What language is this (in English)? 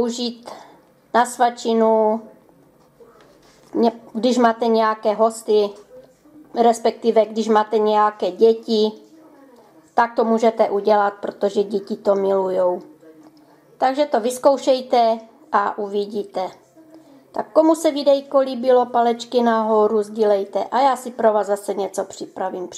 Czech